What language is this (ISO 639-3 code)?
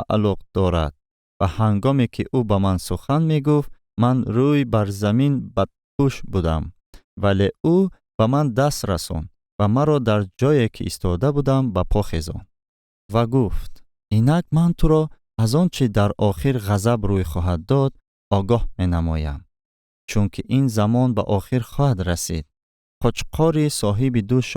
tgk